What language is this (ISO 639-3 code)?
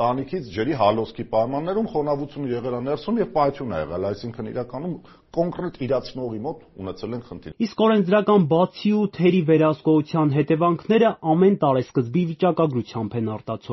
hye